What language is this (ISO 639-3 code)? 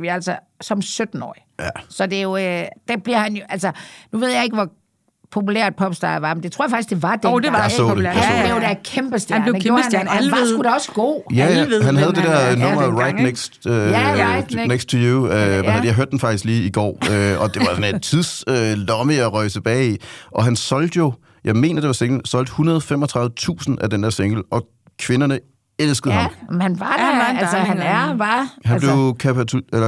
dan